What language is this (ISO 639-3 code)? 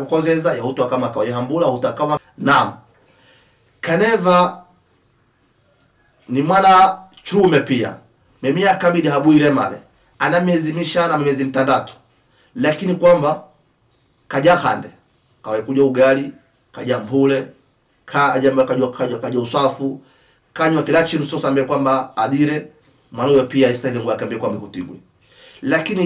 swa